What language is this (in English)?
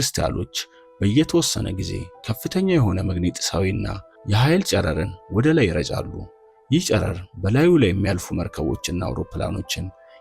Amharic